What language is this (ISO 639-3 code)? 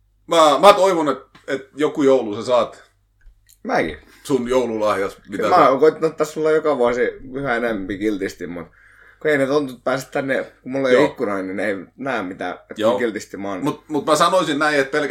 fin